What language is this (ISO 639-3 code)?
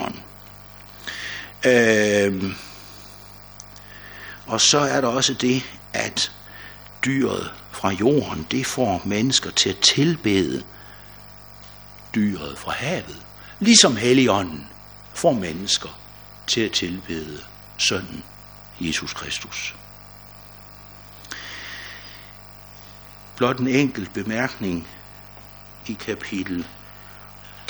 dan